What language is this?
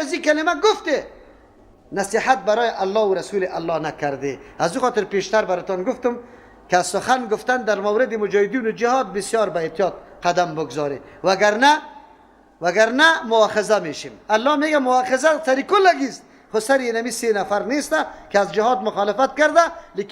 Persian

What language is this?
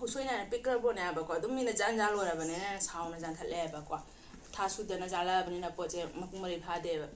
Manipuri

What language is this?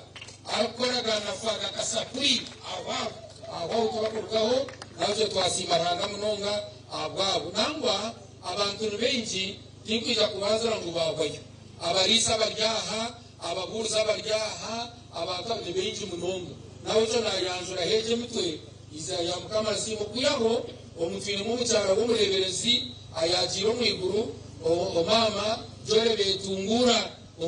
Nyankole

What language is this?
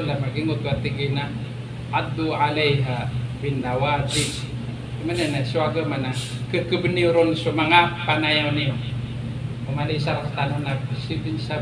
Maranao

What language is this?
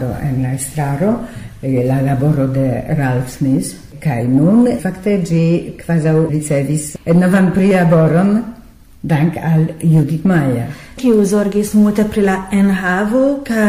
Esperanto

